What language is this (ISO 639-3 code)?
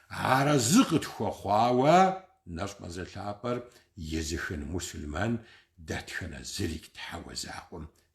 kbd